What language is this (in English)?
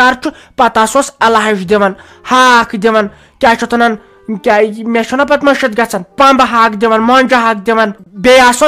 Kashmiri